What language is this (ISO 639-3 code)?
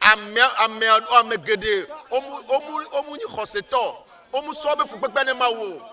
ewe